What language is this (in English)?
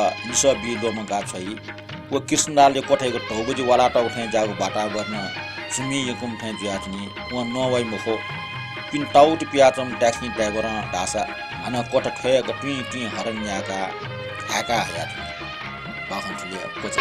Newari